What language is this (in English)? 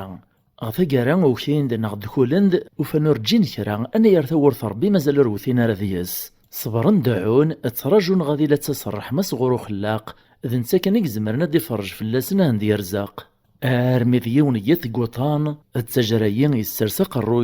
Kabyle